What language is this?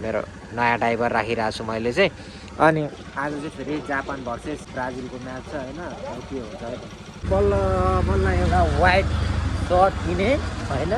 Nepali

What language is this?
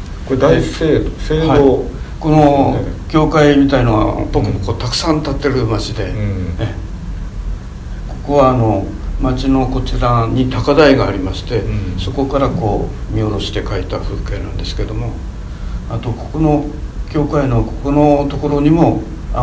Japanese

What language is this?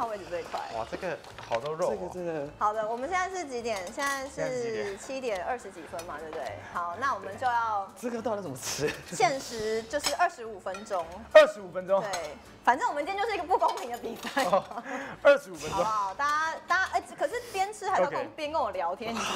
Chinese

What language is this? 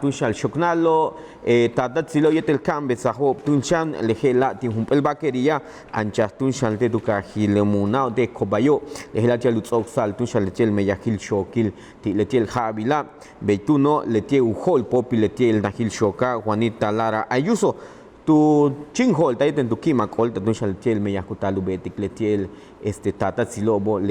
Yucateco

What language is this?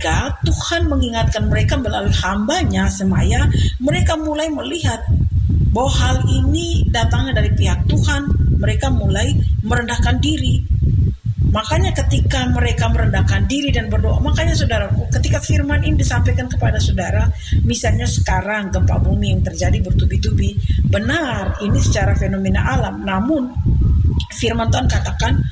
Indonesian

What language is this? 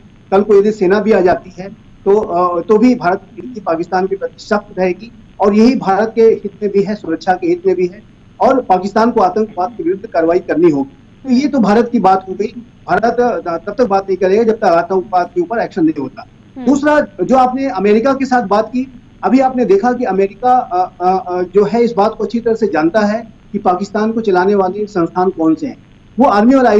Hindi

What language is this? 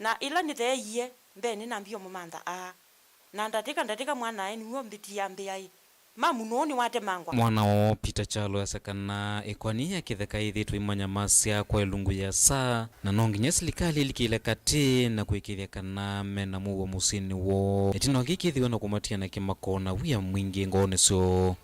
Kamba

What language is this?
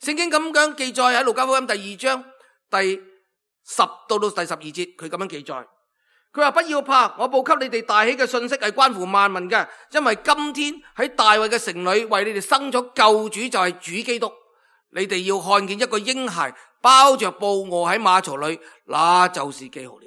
Cantonese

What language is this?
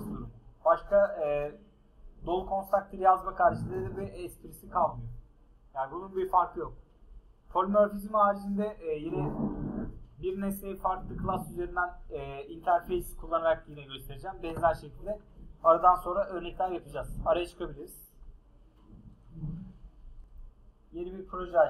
Turkish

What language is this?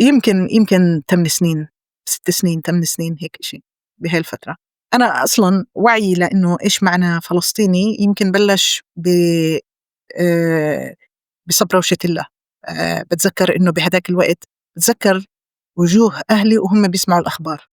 North Levantine Arabic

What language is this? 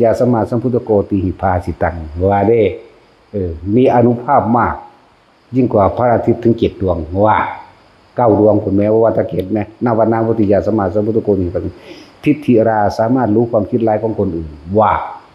Northeastern Thai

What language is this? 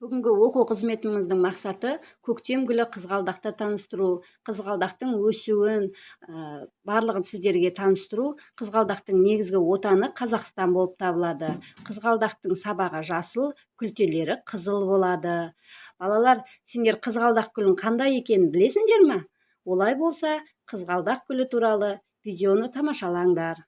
Kazakh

